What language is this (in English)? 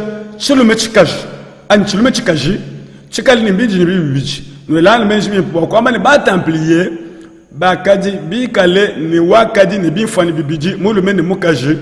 Luba-Lulua